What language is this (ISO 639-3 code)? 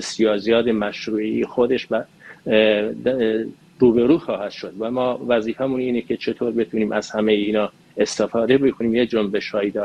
fas